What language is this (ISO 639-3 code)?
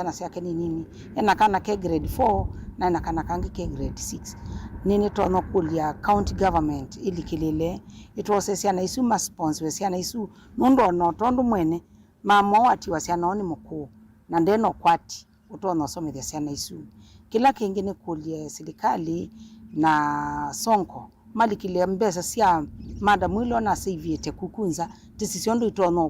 kam